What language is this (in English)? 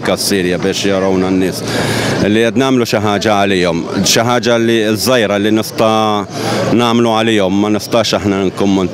Maltese